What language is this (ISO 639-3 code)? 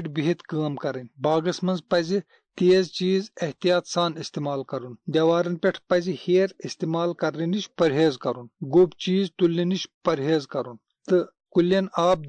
kas